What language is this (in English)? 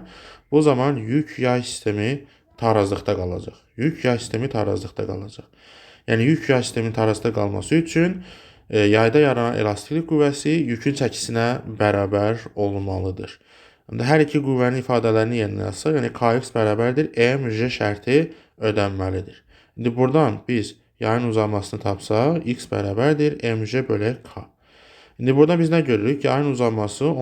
Azerbaijani